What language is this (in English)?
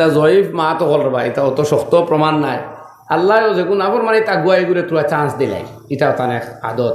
Sylheti